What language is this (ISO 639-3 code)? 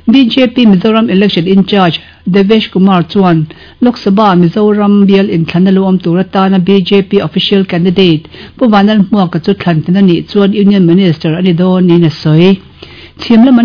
lus